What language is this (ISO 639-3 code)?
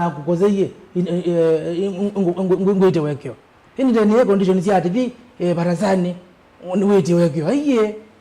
kam